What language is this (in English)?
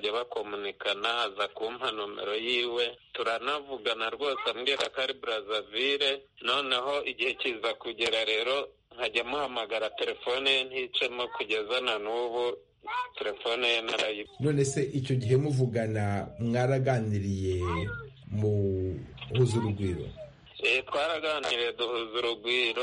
Kinyarwanda